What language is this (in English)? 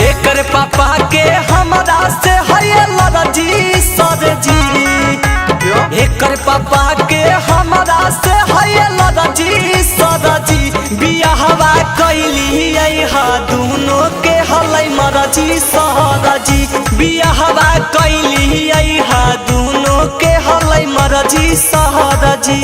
Magahi